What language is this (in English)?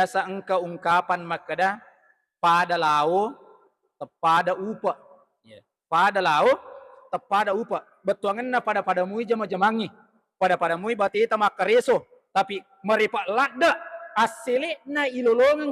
Buginese